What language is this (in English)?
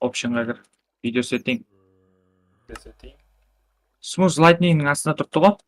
Kara-Kalpak